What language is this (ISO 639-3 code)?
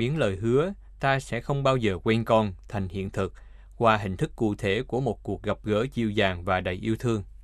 vie